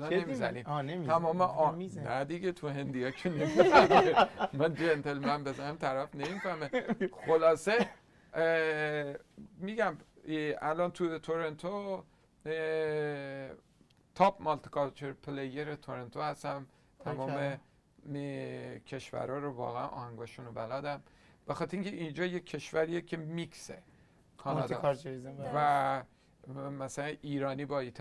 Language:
Persian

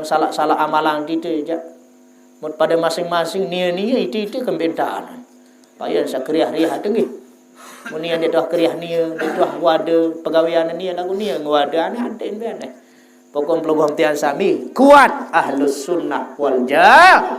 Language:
Sasak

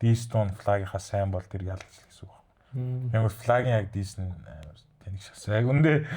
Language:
Mongolian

